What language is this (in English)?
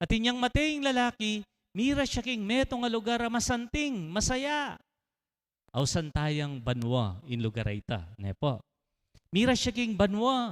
Pampanga